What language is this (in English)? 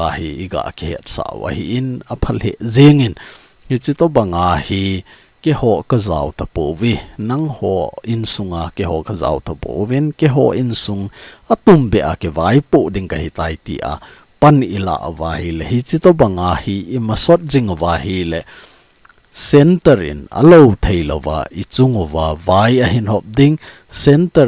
Thado Chin